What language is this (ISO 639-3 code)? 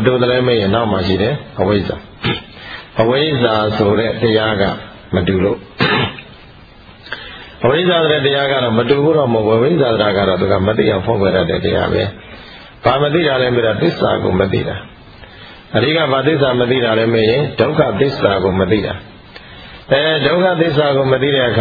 mya